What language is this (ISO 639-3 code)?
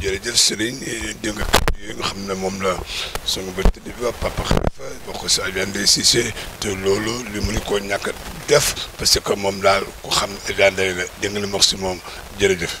wol